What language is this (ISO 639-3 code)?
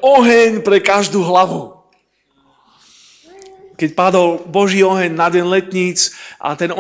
slk